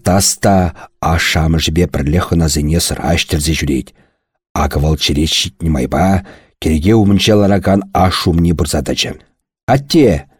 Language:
Chuvash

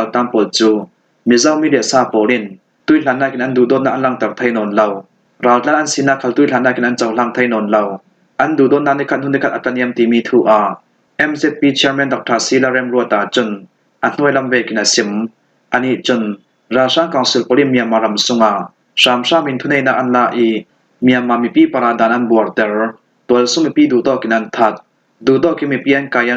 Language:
Falam Chin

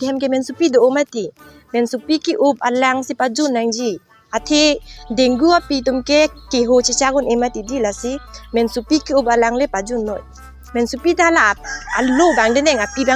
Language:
Karbi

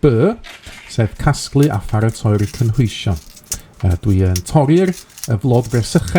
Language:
Welsh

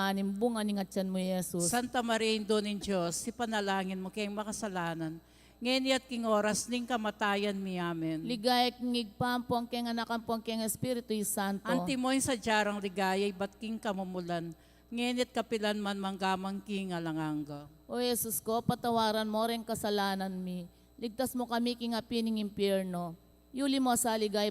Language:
Pampanga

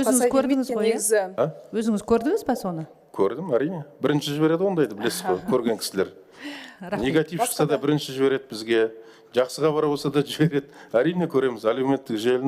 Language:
Kazakh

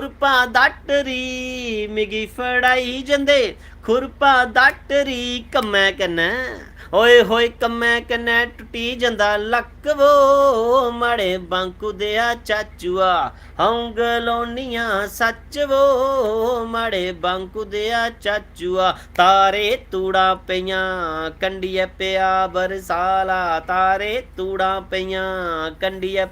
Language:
Dogri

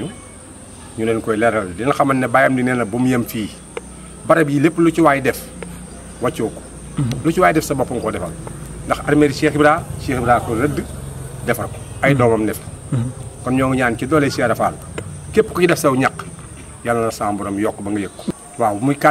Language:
Wolof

